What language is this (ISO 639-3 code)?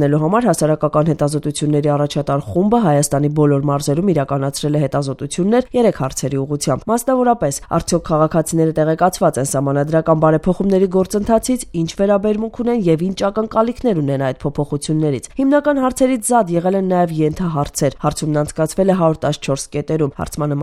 hye